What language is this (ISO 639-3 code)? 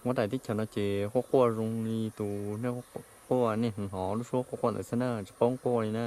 hmn